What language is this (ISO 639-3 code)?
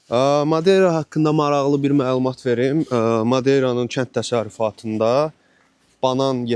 aze